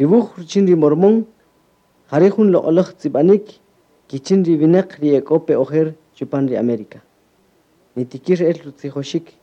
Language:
Kaqchikel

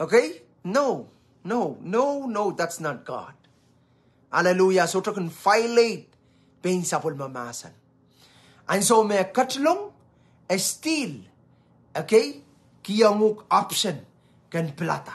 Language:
Pohnpeian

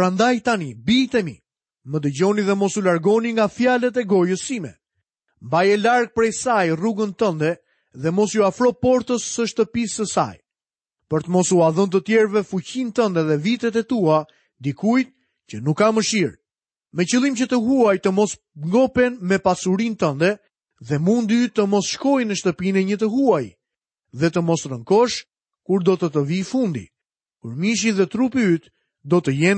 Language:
Albanian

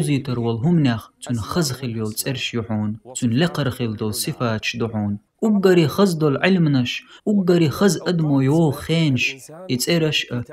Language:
Chechen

